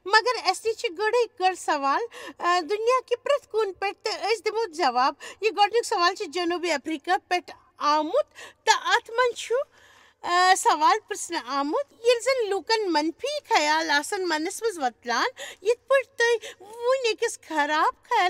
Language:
Kashmiri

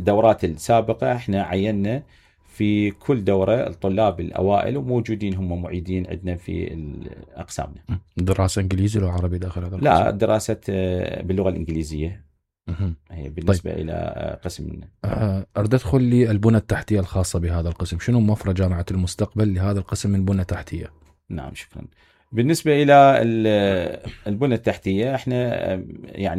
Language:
Mesopotamian Arabic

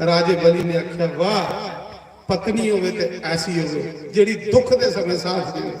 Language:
Dogri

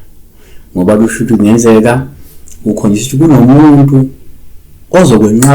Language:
Zulu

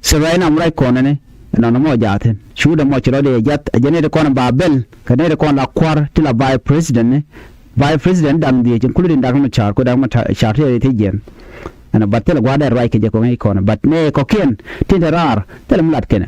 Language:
Nuer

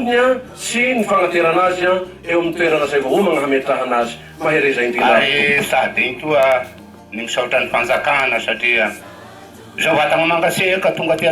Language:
Malagasy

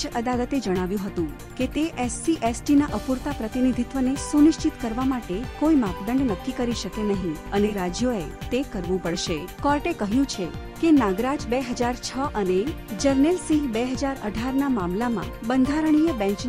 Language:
Gujarati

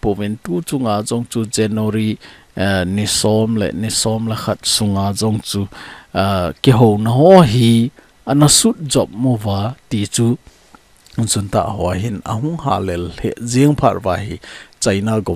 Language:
Thado Chin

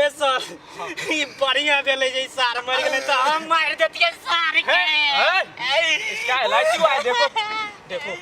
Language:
Maithili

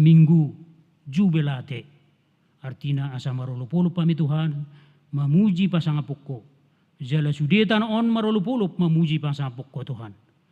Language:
Batak Toba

